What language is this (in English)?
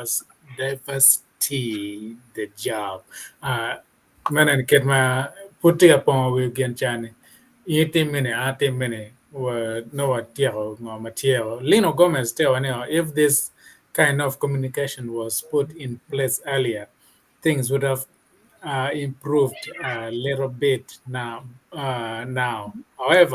Acoli